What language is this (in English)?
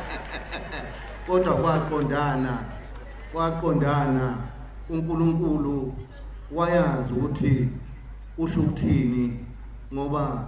Zulu